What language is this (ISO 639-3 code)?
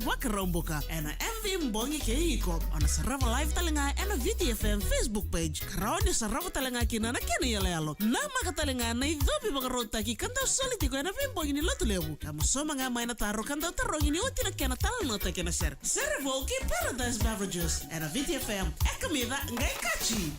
fij